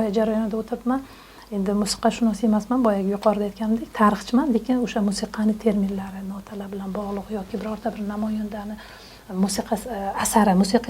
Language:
Uzbek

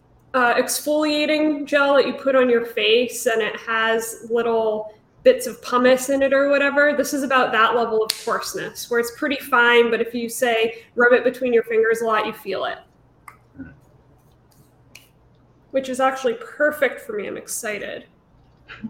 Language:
English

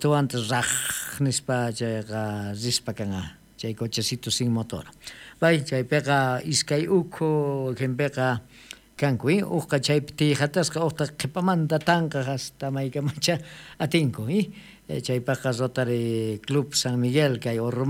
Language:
South Bolivian Quechua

